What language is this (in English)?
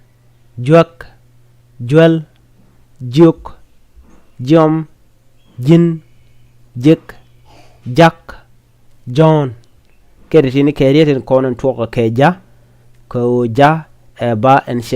Nuer